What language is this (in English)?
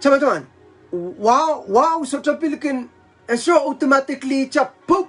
Pohnpeian